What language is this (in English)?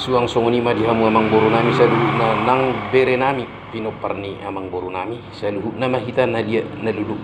Batak Toba